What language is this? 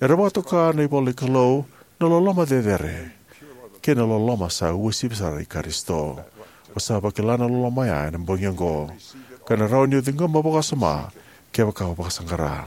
Fijian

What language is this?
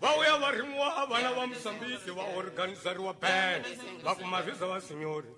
Tsonga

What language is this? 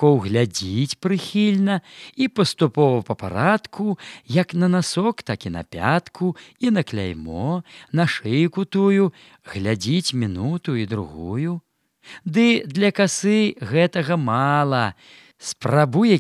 Belarusian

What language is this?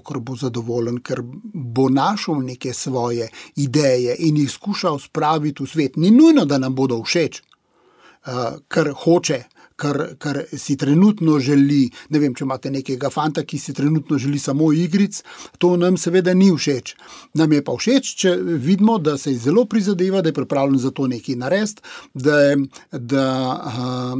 Slovenian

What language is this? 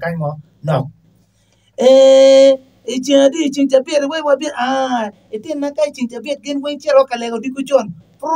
Acoli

